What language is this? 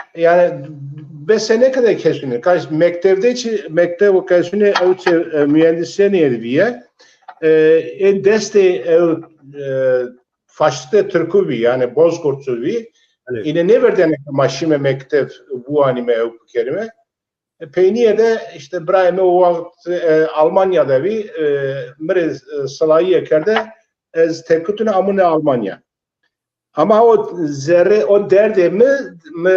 Zaza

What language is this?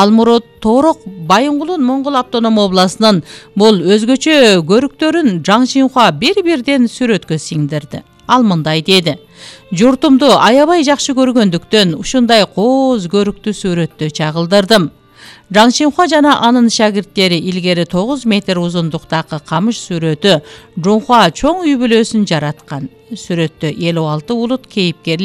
Kyrgyz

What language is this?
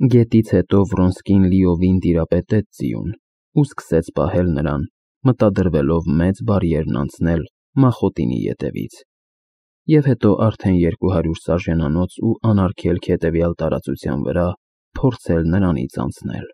Armenian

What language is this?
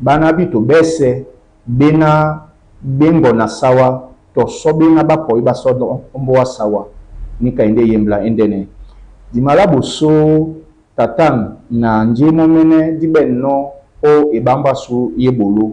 Duala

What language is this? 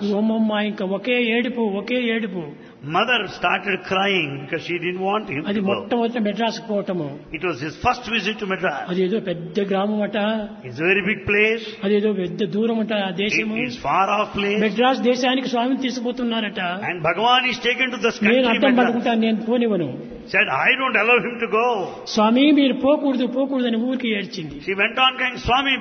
Telugu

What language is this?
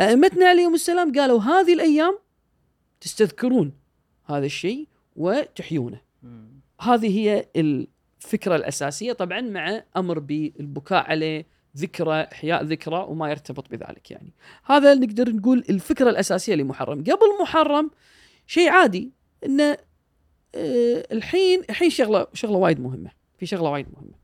Gulf Arabic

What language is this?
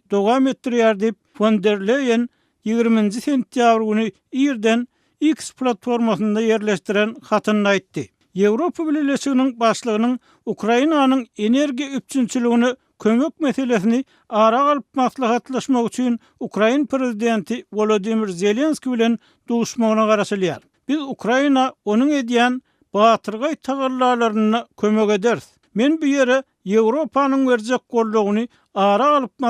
Turkmen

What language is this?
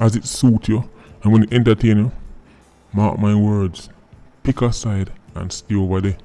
Jamaican Creole English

